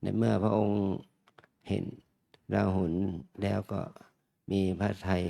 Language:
Pali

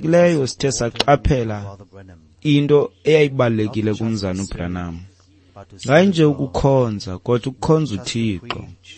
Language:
Xhosa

